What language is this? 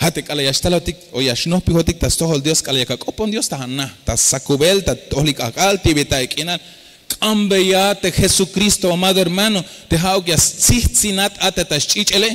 Tzeltal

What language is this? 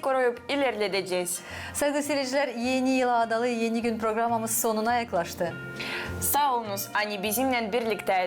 Gagauz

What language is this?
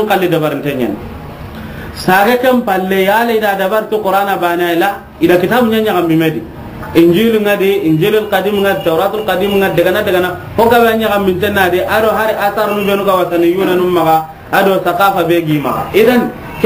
Soninke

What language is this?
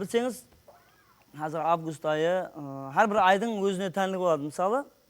Kara-Kalpak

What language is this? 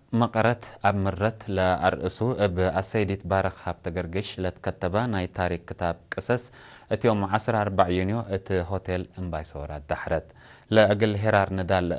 Tigre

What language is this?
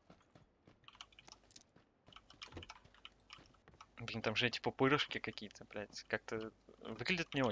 Russian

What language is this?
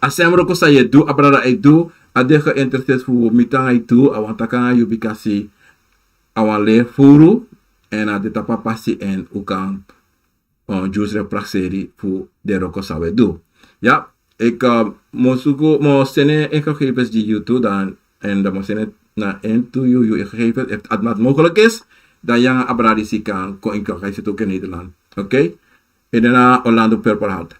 Sranan Tongo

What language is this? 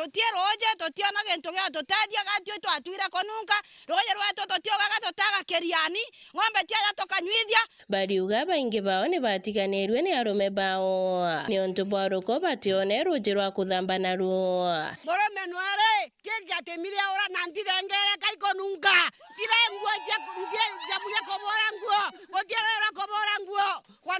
Meru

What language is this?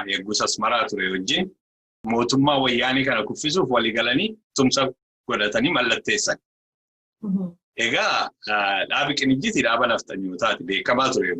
Oromo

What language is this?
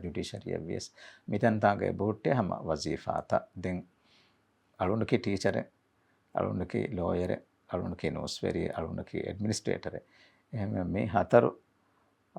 Divehi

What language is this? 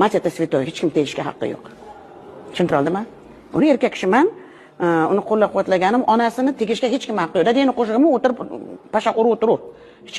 Uzbek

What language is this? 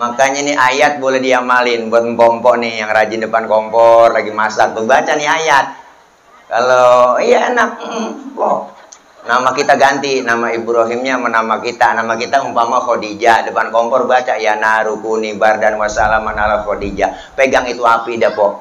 Betawi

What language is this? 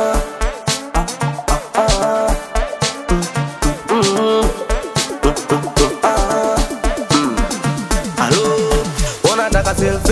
Swahili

